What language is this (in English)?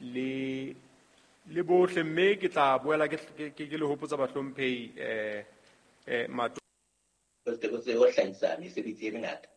Southern Sotho